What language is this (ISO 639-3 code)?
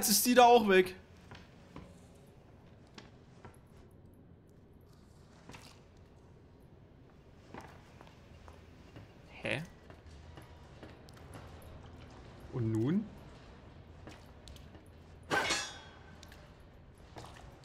deu